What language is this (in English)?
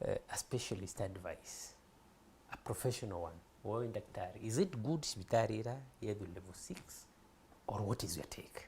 Meru